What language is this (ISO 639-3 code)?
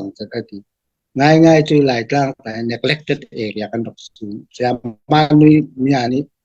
cfm